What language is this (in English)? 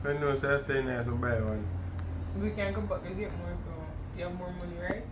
Jamaican Creole English